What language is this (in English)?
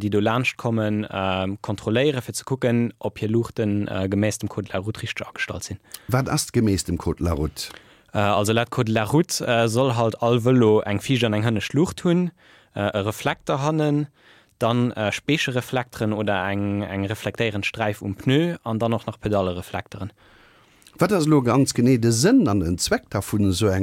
Luxembourgish